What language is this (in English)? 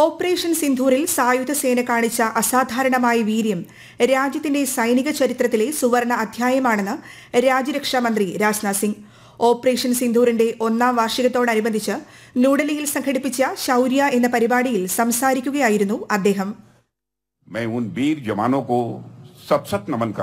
Malayalam